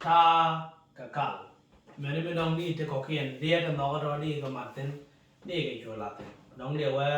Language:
Nuer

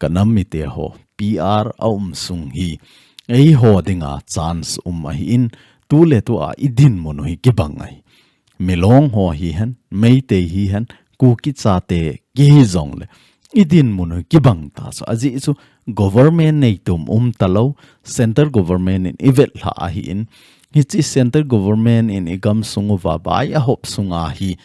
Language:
Thado Chin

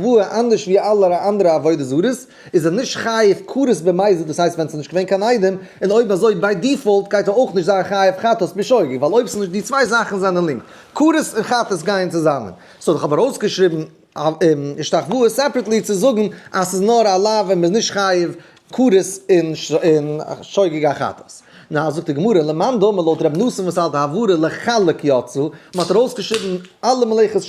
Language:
Yiddish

